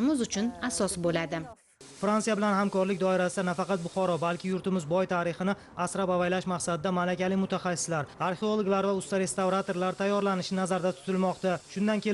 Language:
Uzbek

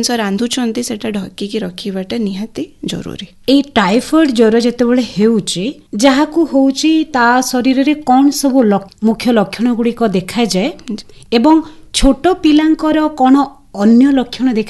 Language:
Odia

